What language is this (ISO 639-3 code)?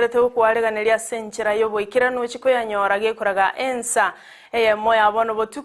guz